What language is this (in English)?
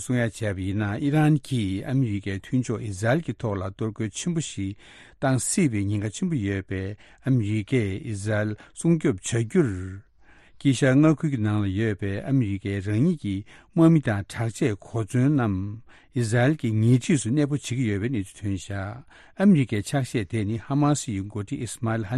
Tibetan